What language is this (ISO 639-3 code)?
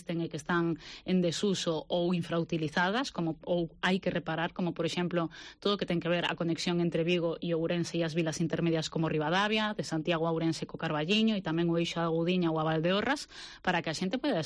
glg